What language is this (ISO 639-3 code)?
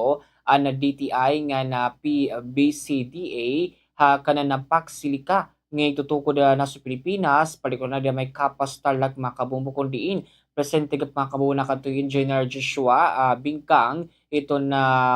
war